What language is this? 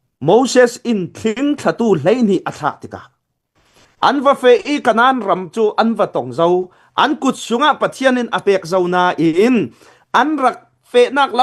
Hakha Chin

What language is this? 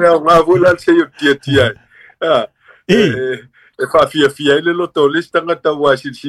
Samoan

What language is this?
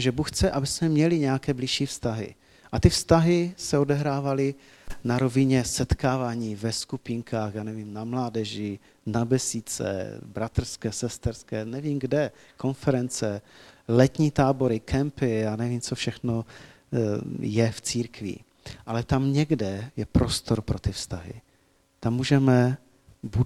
Czech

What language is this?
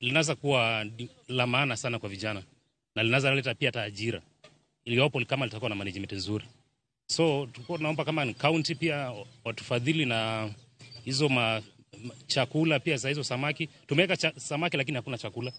Luo (Kenya and Tanzania)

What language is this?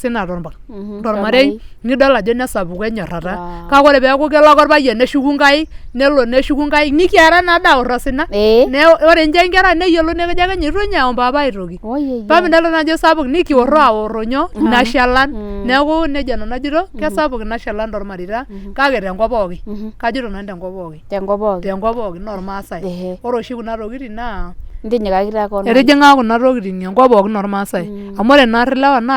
Masai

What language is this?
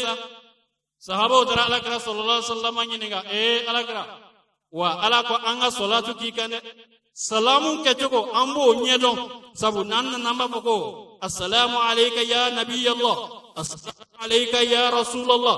Bambara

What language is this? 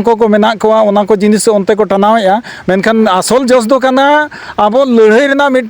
Santali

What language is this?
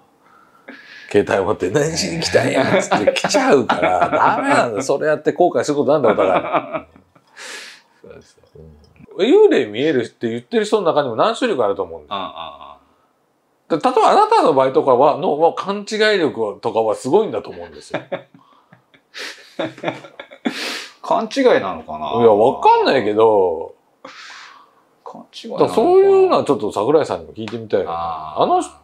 Japanese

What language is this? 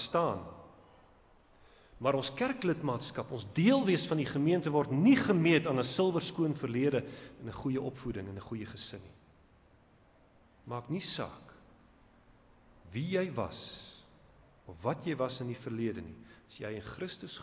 Afrikaans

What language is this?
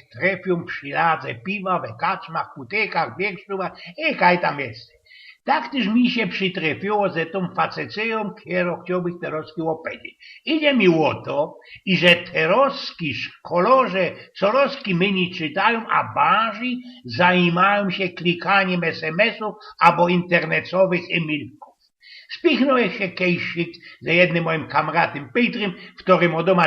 Silesian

